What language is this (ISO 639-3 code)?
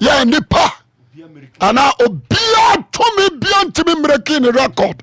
aka